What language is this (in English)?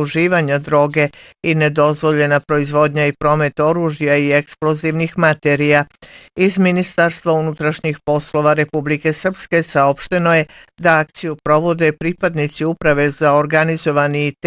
Bosnian